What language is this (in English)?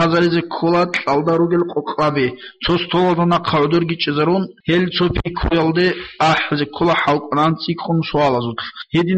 Avaric